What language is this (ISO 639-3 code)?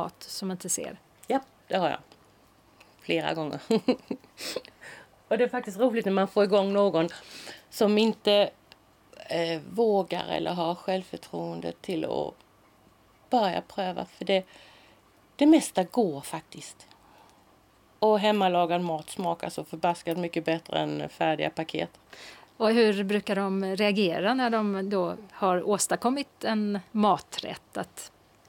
swe